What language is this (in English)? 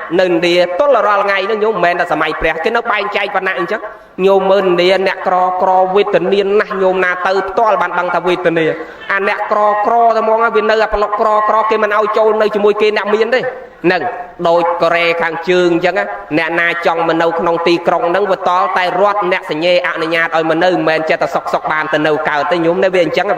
Khmer